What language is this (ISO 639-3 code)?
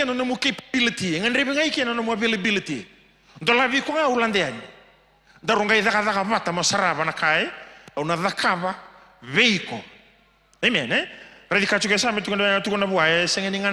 fij